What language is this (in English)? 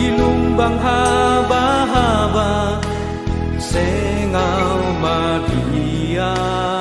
Batak Simalungun